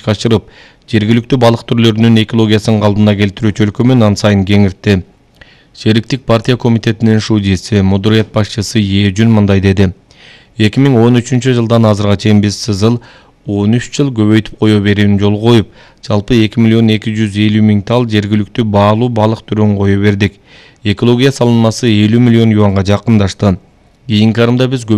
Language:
Kyrgyz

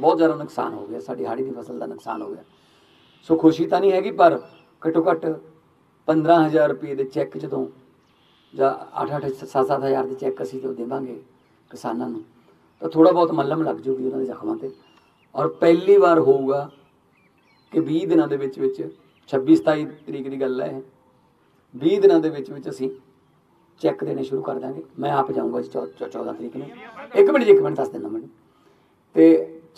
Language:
Punjabi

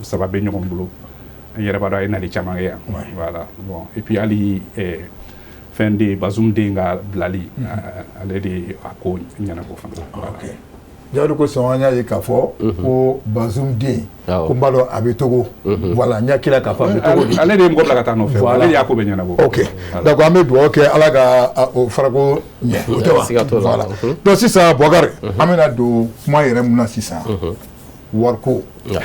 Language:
Bambara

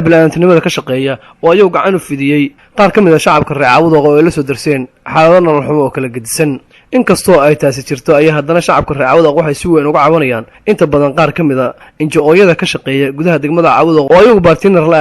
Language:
Somali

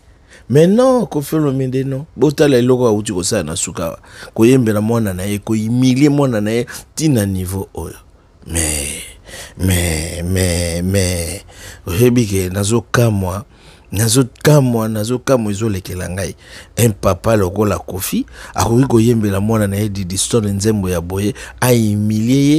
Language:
Lingala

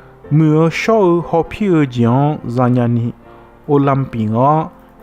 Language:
Akha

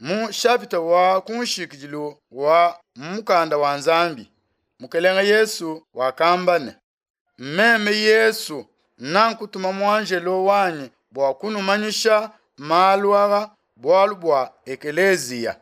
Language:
Luba-Lulua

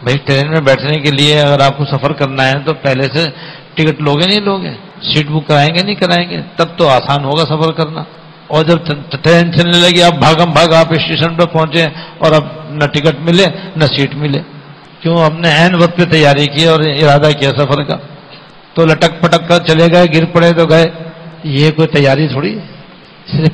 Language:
Urdu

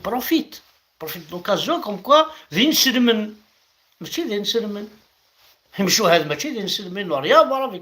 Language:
Kabyle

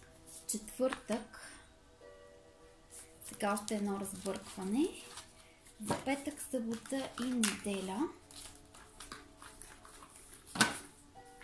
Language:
Bulgarian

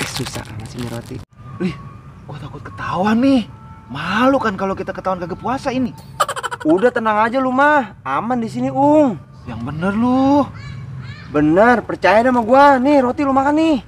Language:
Betawi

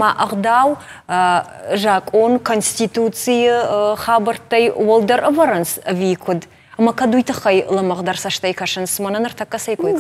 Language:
Ossetic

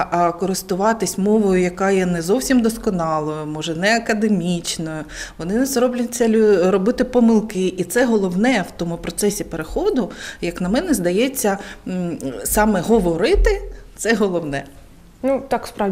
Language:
Ukrainian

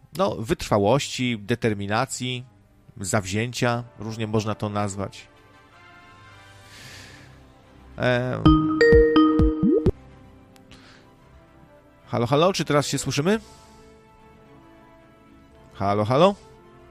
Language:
Polish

